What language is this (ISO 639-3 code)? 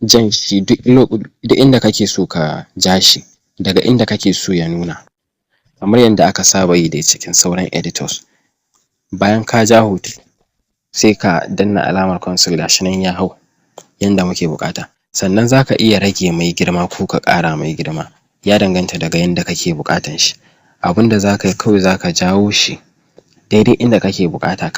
hau